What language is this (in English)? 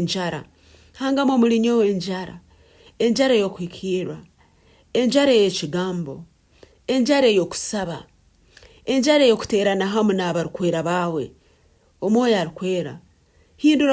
Nyankole